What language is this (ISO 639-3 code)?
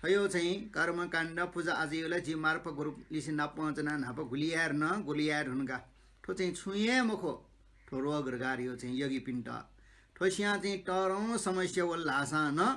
new